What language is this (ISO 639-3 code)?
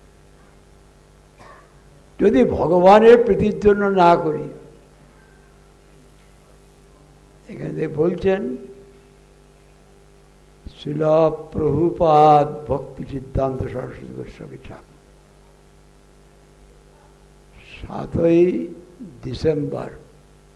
ben